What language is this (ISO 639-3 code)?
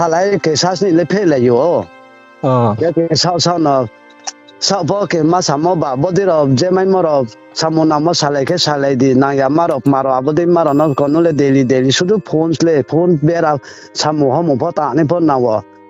ria